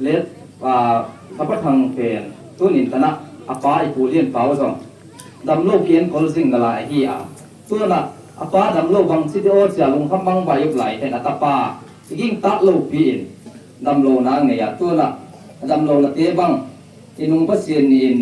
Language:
Tedim Chin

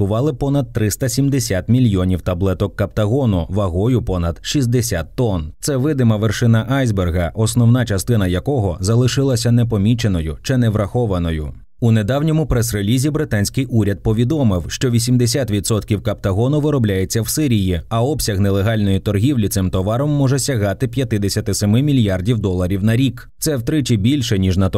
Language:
Ukrainian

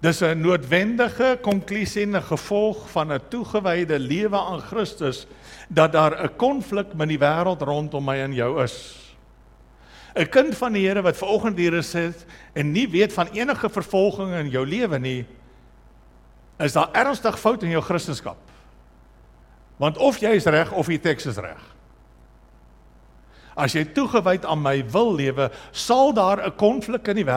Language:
Afrikaans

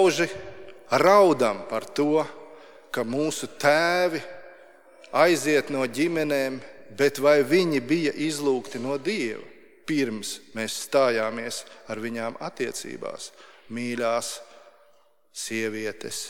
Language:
Latvian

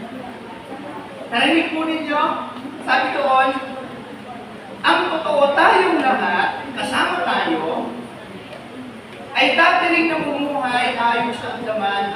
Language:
Filipino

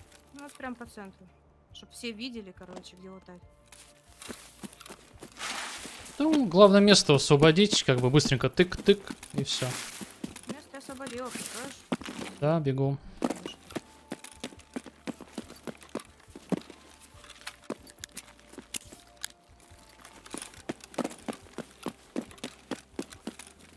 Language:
Russian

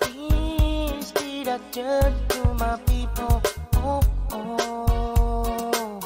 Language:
Pohnpeian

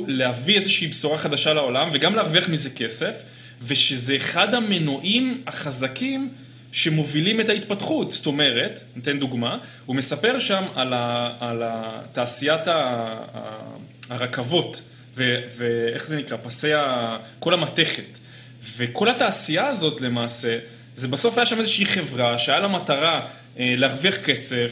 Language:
Hebrew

